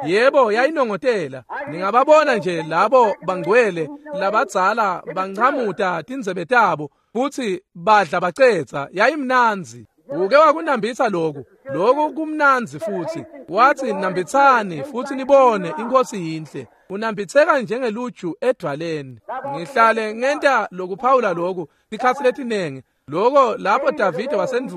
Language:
Swati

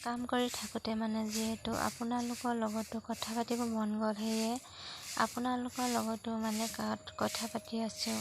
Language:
Assamese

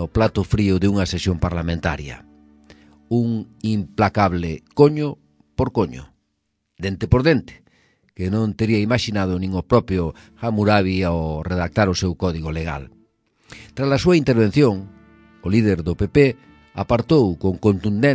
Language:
Galician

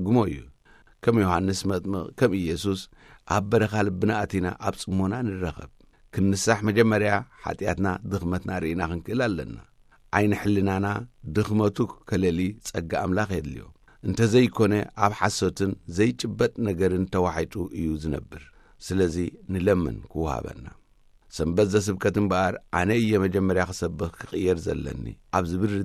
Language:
Tigrinya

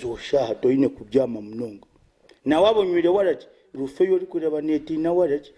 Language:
Nyankole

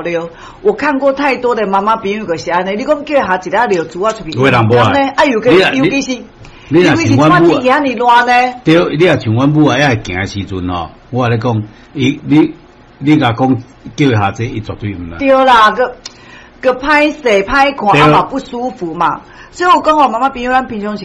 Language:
Min Nan Chinese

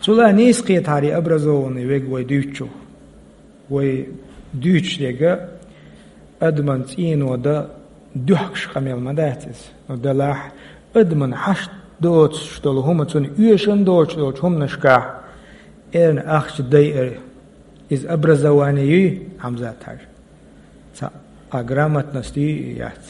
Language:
Chechen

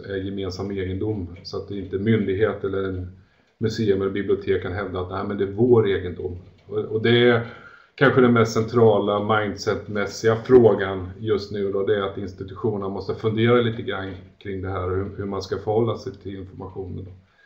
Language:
Swedish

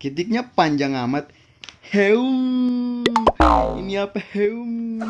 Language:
Ambonese Malay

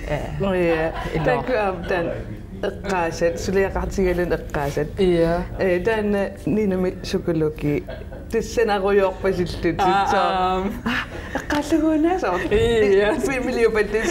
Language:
Kalaallisut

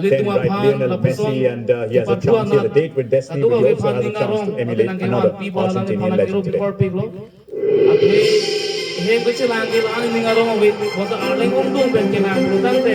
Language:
Karbi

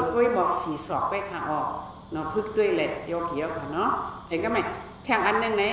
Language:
Shan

